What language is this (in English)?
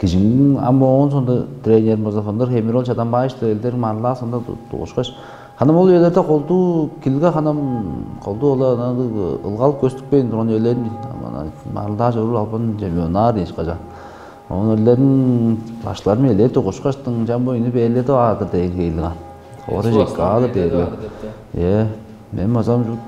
Tuvinian